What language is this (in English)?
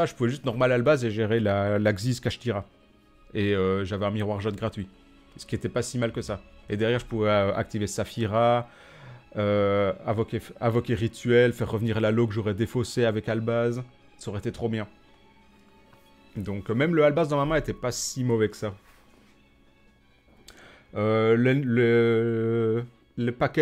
French